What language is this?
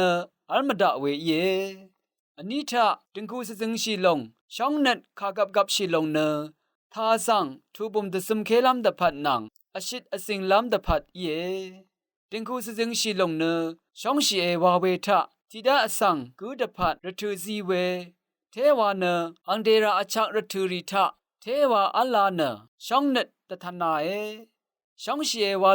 Rawang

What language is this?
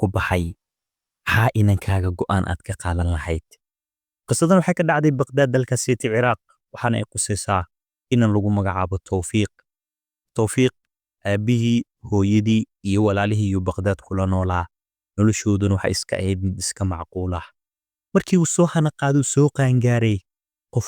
Somali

